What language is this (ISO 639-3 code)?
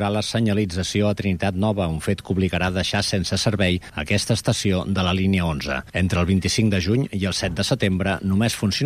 cat